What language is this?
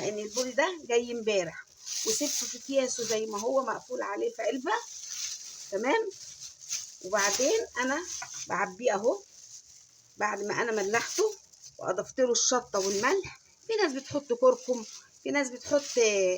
Egyptian Arabic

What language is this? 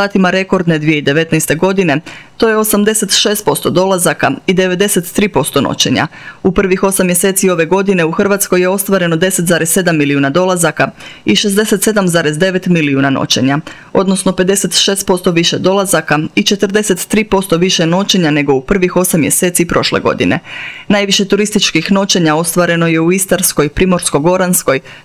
Croatian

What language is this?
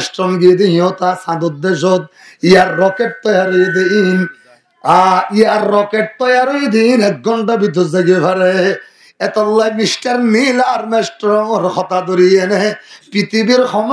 Rohingya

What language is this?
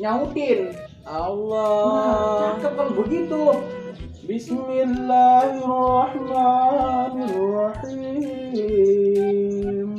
Betawi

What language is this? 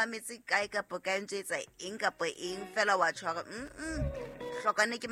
Southern Sotho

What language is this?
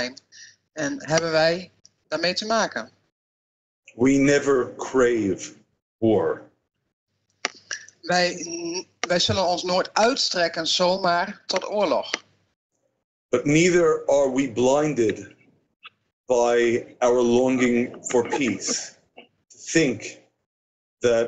Dutch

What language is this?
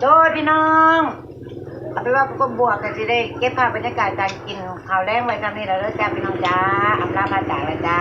Northeastern Thai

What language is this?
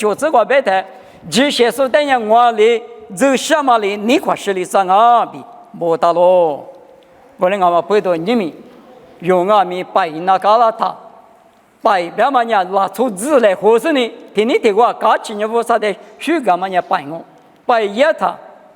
Lisu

